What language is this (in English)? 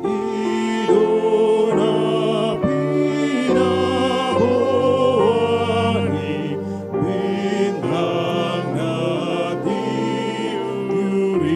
Batak Toba